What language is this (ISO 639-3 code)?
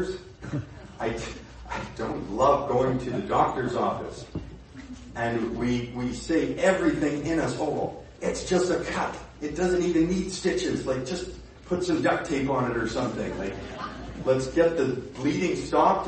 eng